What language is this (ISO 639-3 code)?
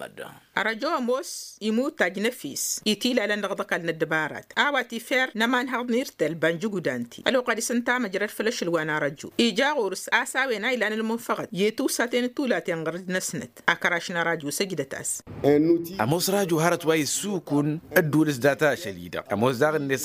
taq